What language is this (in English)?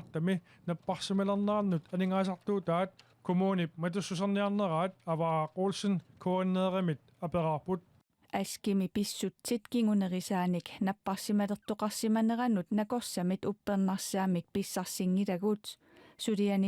Kalaallisut